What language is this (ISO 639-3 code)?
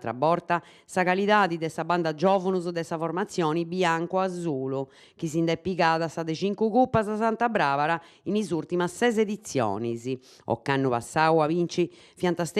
srd